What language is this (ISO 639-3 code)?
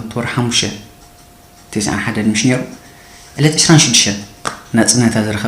tir